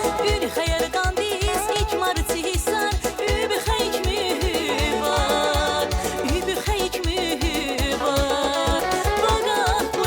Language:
Tabassaran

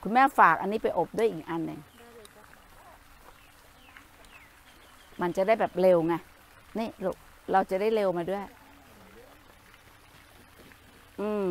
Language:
Thai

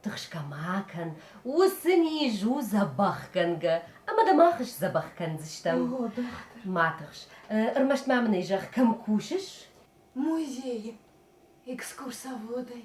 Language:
Ossetic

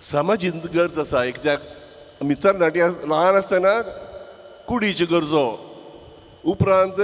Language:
Konkani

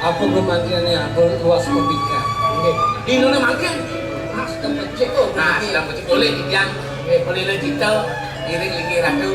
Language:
Balinese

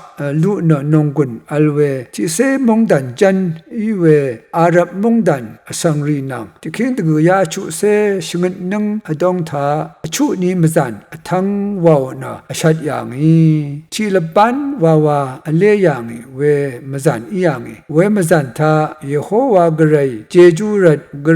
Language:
Rawang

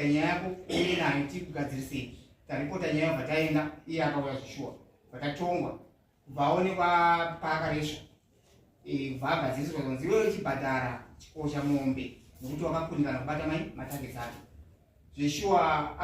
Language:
Shona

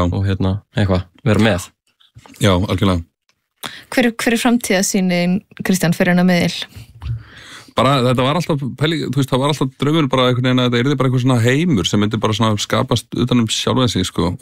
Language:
Icelandic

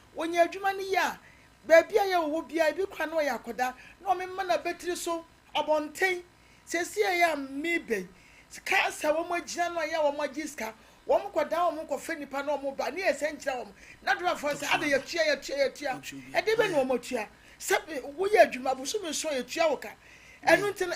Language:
Akan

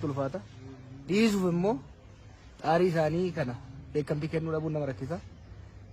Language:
Oromo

